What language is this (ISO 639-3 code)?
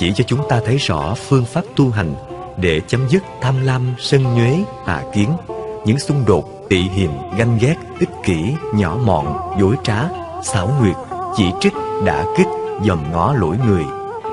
vie